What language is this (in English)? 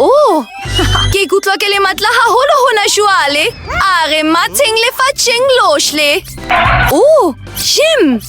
Southern Sotho